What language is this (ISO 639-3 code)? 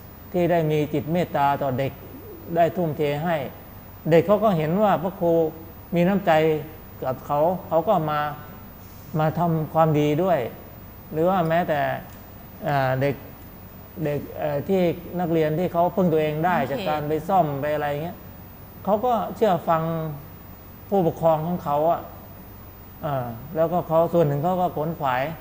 tha